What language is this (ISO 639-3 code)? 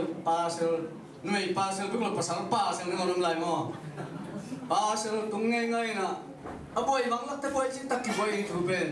ctd